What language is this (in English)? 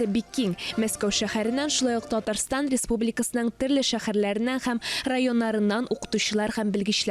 Tatar